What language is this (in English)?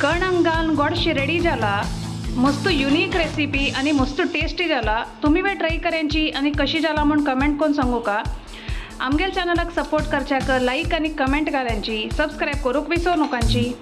Konkani